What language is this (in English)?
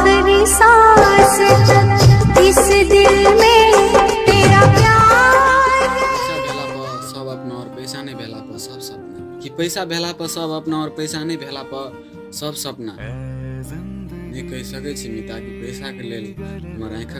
Maithili